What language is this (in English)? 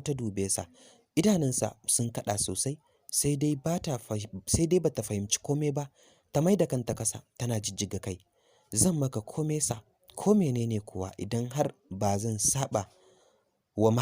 Hausa